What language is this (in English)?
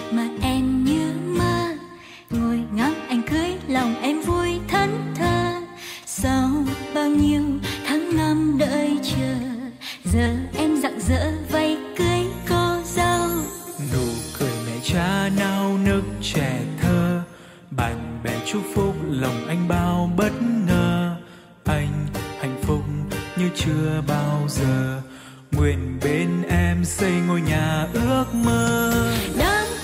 Vietnamese